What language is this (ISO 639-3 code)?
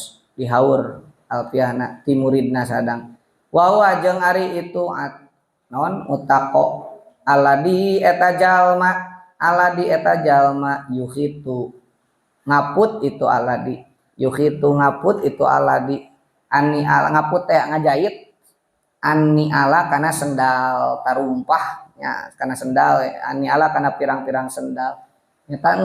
sun